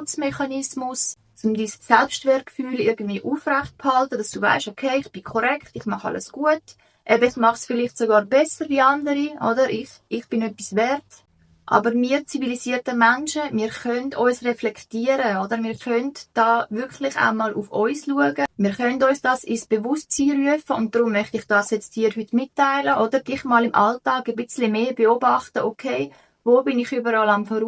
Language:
Swiss German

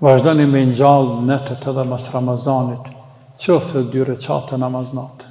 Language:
Albanian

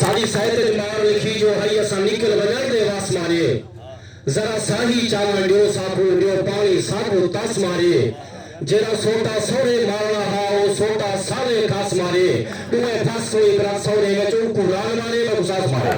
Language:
Saraiki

